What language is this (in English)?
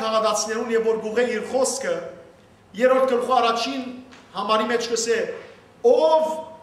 Western Armenian